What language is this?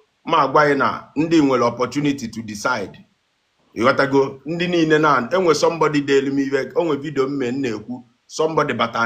Igbo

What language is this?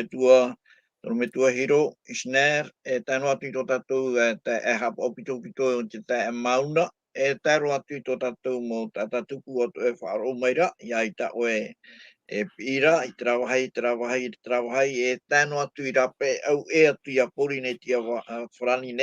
Tahitian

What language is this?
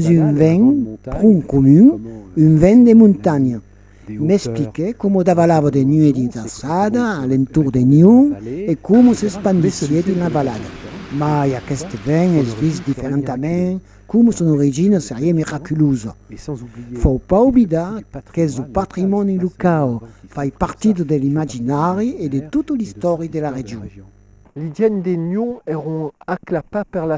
Occitan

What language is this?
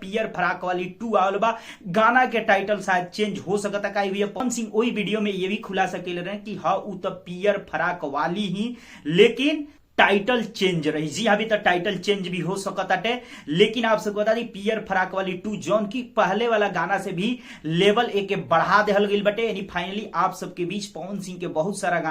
Bhojpuri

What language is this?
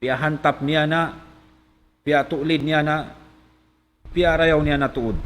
Tausug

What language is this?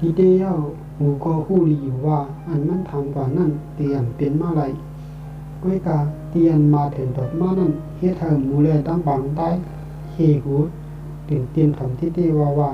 Shan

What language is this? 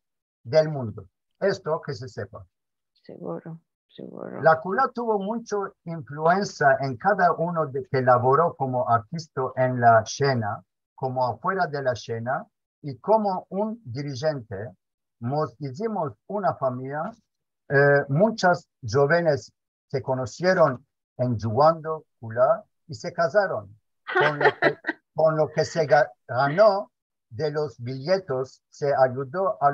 Ladino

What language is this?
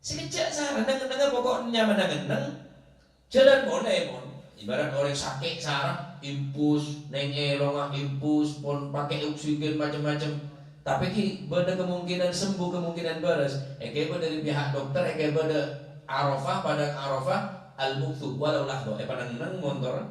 Madurese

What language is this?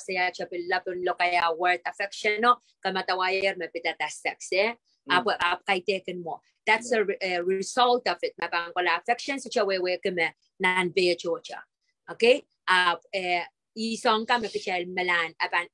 Pohnpeian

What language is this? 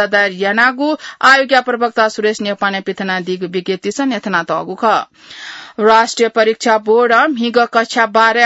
Newari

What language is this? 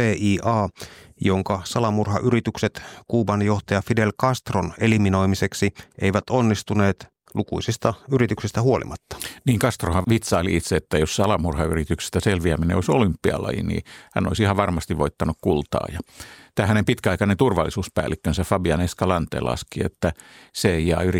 Finnish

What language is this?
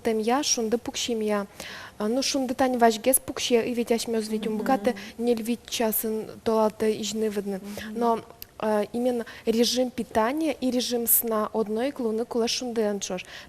Udmurt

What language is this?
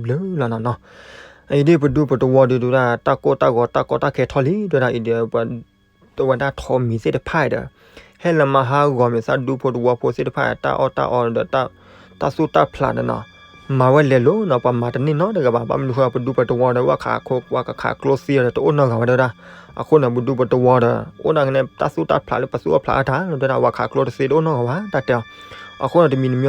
S'gaw Karen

